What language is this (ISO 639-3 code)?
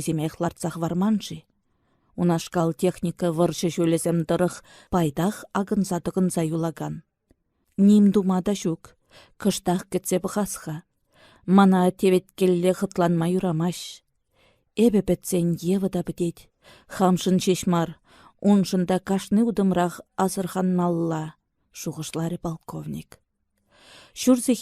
chv